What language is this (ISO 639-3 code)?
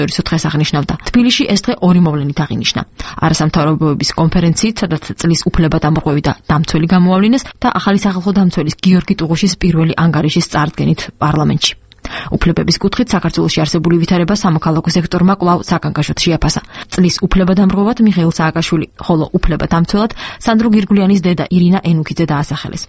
kat